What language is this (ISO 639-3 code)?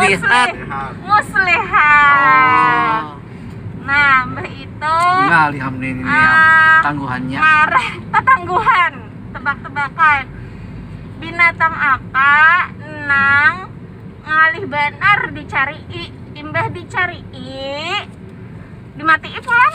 bjn